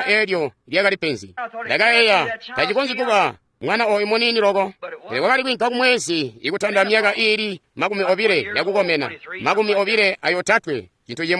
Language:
Tonga (Zambia)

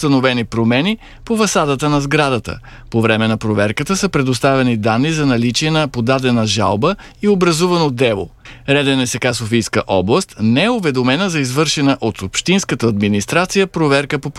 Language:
Bulgarian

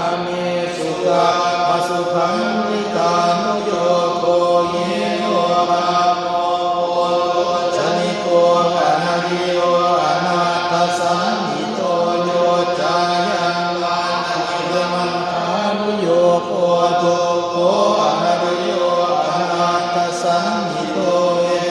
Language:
Pali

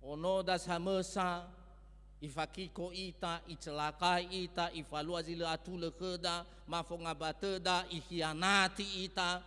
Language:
Nias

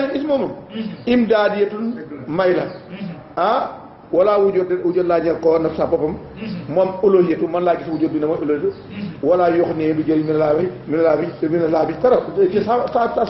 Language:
Wolof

